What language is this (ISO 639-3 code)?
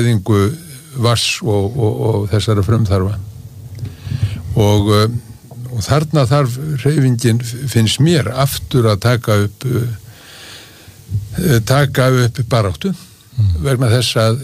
isl